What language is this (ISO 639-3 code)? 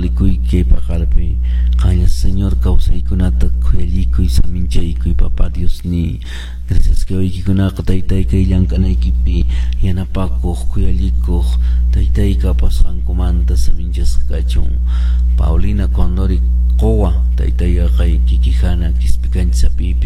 que